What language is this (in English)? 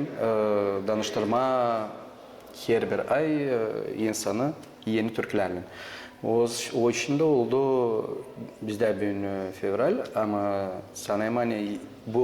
Gagauz